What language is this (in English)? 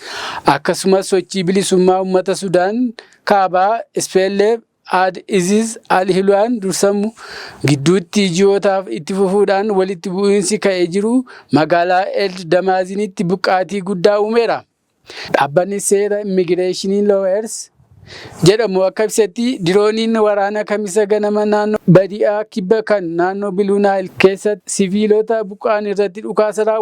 Oromo